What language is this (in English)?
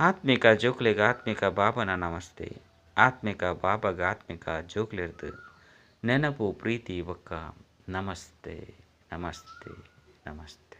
Tulu